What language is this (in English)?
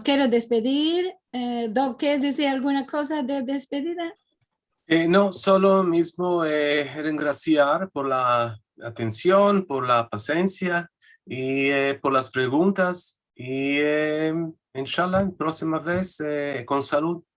Ladino